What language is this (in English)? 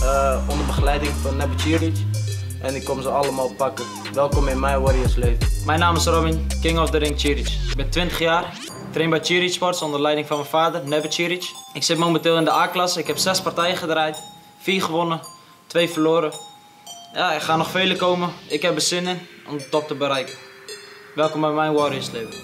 Dutch